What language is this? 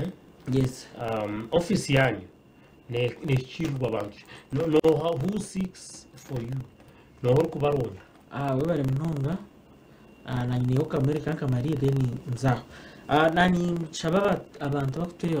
Nyankole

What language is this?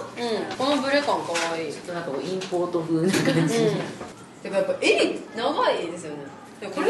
Japanese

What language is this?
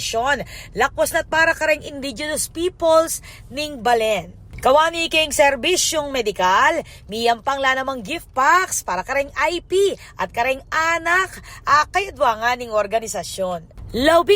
Pampanga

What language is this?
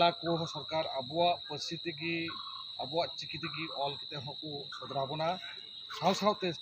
Santali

